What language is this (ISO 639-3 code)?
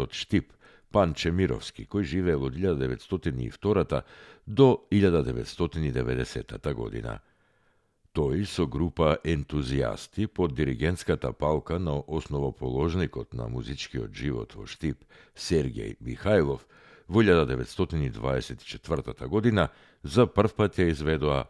mkd